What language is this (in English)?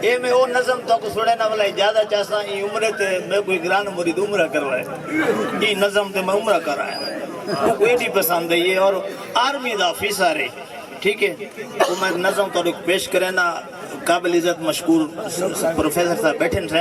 Saraiki